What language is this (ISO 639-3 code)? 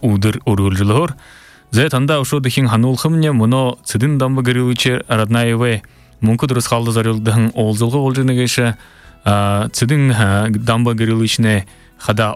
bua